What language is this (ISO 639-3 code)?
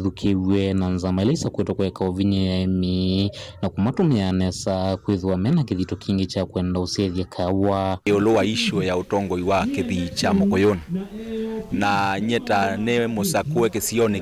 kam